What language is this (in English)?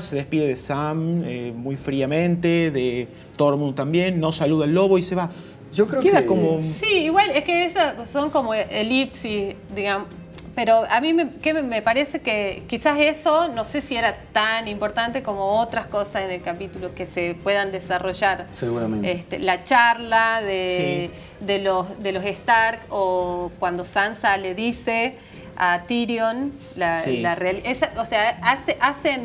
Spanish